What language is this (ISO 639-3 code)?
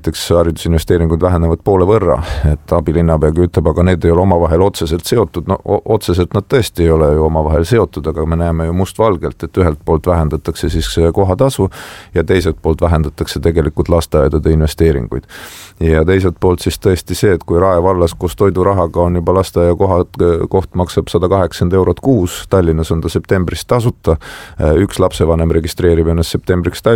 est